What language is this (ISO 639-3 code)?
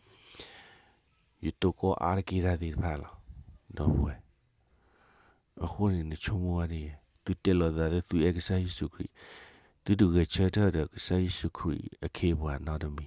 ksw